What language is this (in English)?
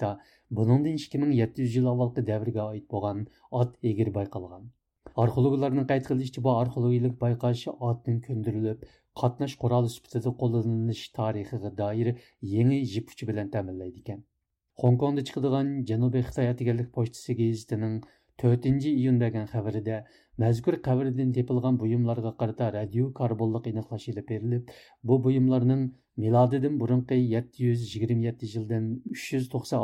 Uyghur